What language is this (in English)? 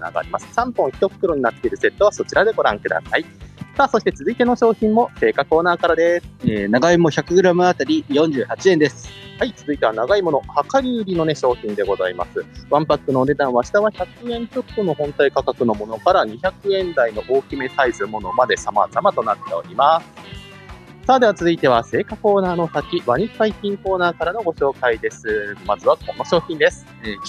Japanese